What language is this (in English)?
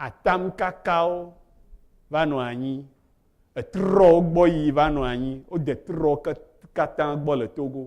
Ewe